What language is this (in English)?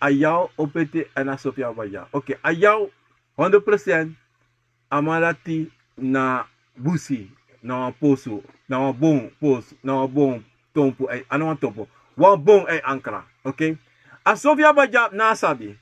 Sranan Tongo